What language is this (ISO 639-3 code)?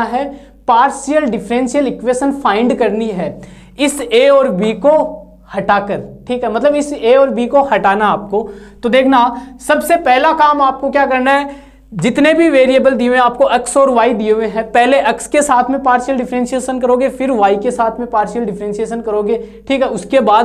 hin